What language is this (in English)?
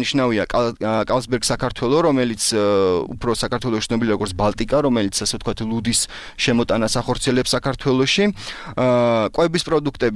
Georgian